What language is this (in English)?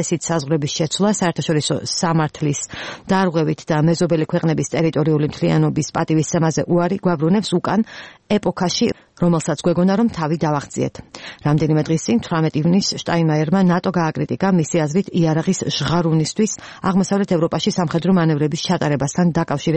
Georgian